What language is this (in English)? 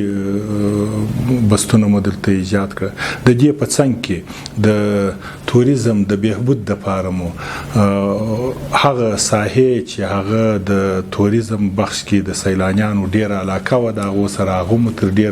Pashto